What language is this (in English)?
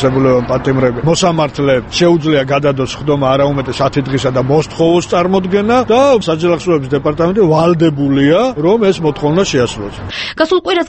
Georgian